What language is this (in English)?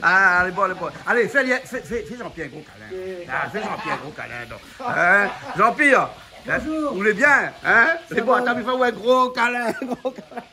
Réunion Creole French